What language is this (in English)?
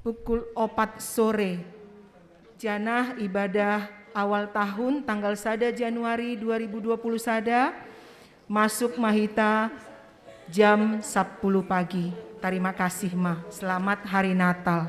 Batak Simalungun